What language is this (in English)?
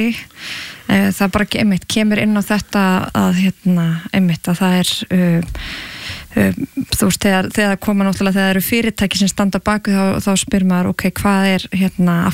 Icelandic